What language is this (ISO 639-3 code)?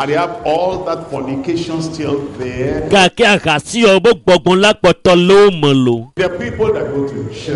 ewe